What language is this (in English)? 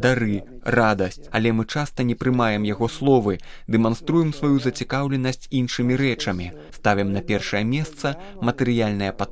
Belarusian